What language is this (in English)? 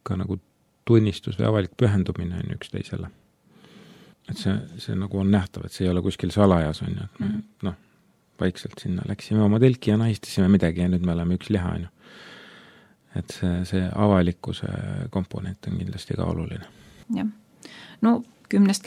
Estonian